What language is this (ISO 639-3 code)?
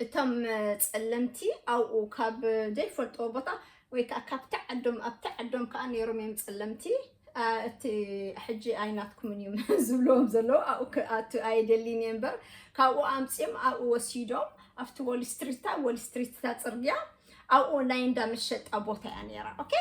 tir